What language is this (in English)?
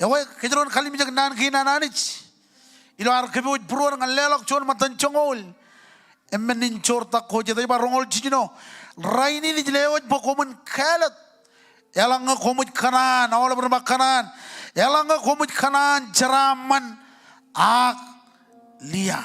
Marshallese